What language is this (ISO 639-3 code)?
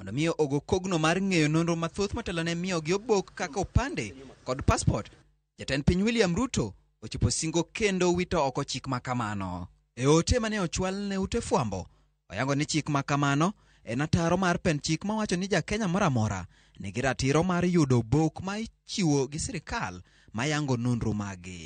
luo